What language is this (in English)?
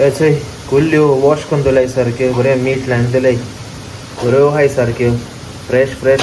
Konkani